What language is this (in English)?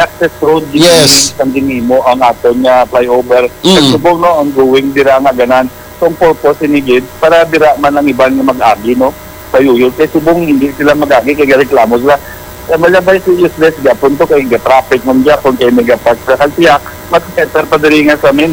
Hiligaynon